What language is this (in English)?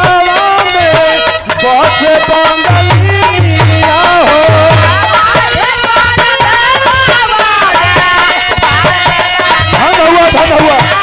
Bhojpuri